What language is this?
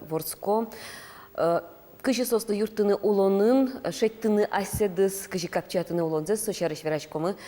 Udmurt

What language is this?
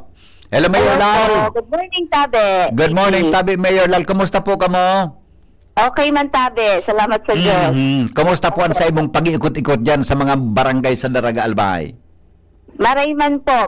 Bikol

